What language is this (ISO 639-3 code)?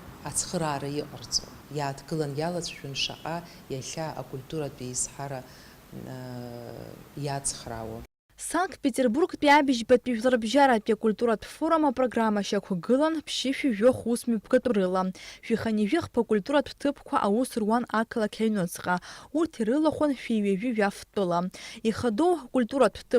abk